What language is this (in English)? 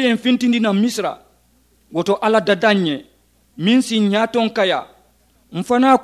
Mandingo